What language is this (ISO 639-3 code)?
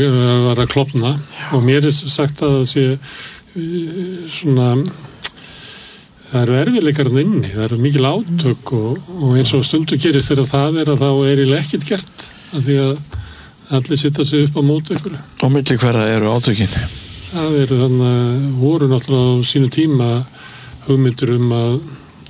isl